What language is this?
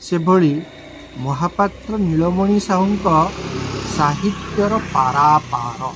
Odia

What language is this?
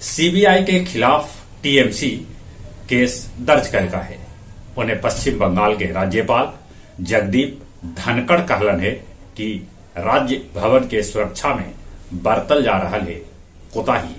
Magahi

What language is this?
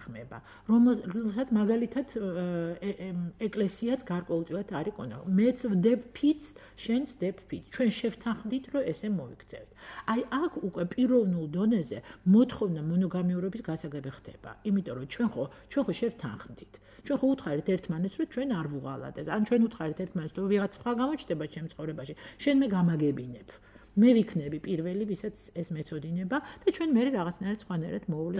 Georgian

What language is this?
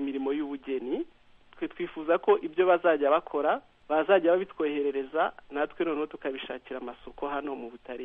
Kinyarwanda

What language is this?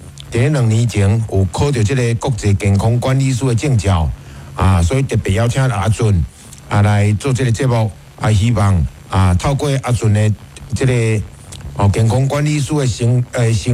Min Nan Chinese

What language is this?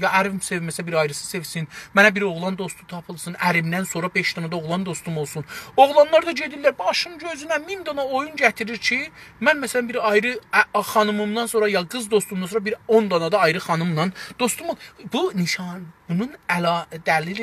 South Azerbaijani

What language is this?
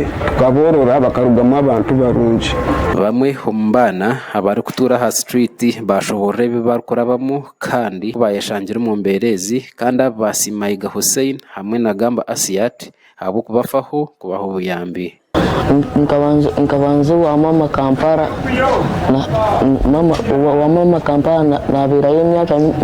Nyankole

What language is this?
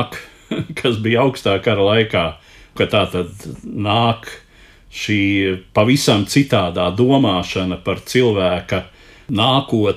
Latvian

